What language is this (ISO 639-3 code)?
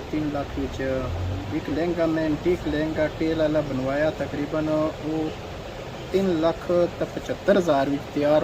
phr